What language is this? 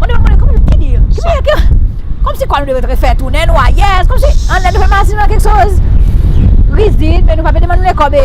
Seselwa Creole French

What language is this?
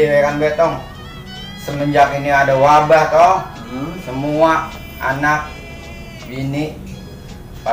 Betawi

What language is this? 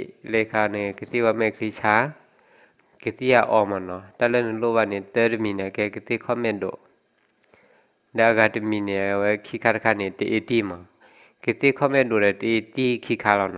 S'gaw Karen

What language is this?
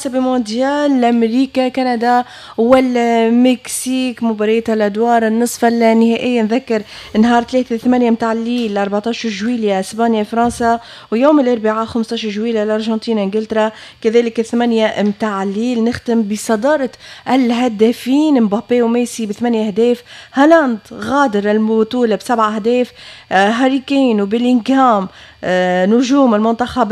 Tunisian Arabic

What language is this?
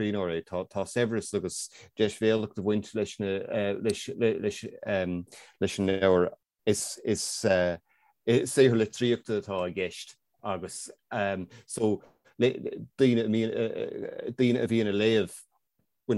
Irish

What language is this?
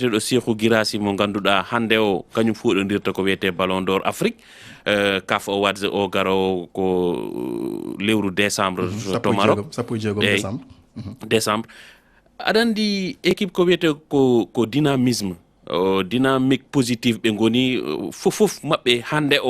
Fula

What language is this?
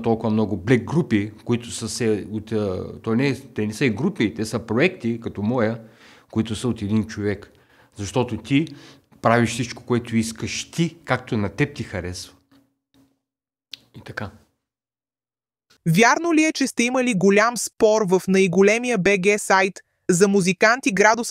Bulgarian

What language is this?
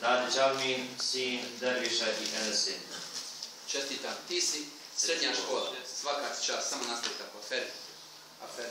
Bosnian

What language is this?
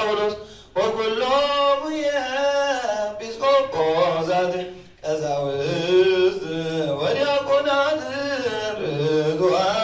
Geez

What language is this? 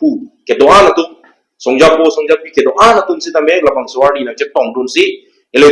Karbi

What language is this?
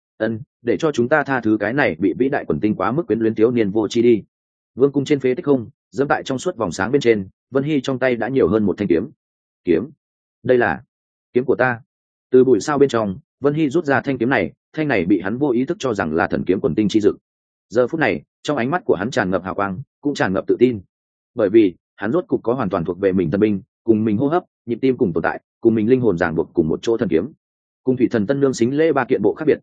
Vietnamese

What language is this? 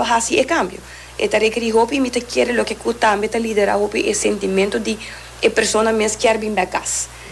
Papiamento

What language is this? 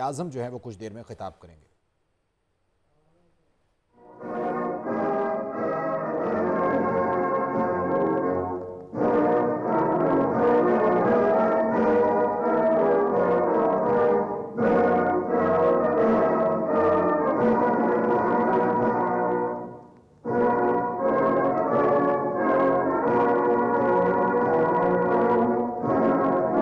Urdu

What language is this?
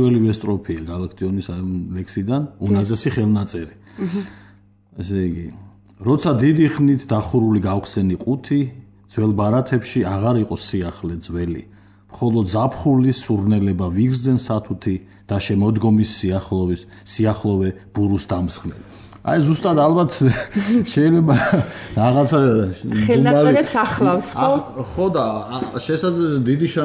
Georgian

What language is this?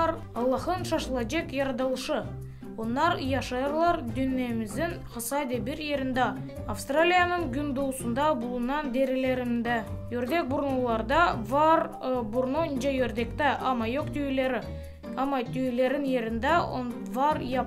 Gagauz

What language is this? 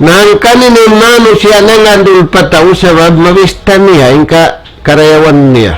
Tausug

